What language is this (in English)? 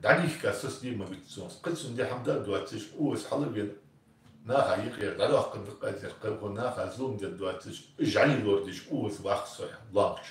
Ingush